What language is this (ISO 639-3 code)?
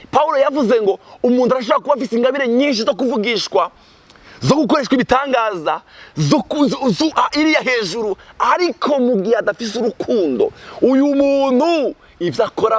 run